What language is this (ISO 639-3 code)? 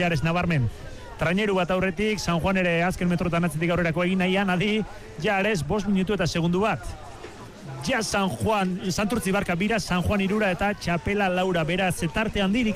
eus